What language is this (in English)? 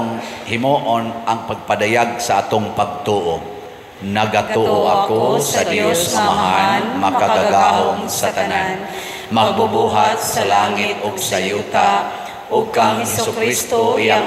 Cebuano